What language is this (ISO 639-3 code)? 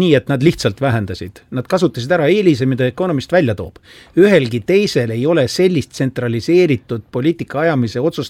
est